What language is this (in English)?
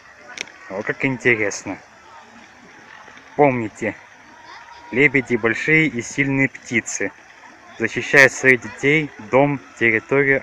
Russian